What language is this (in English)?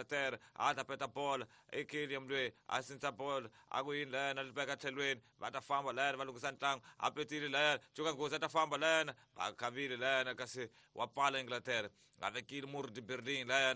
Tsonga